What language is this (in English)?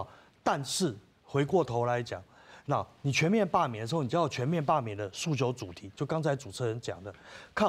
Min Nan Chinese